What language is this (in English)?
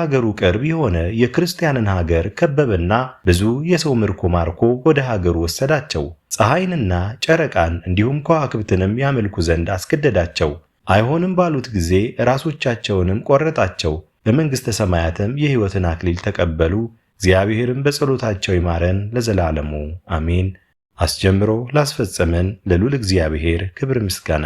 Amharic